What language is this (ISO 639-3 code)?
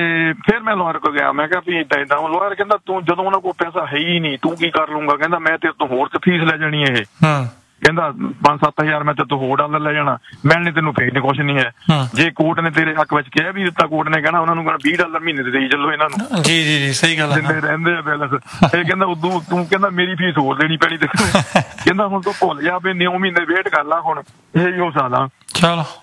pan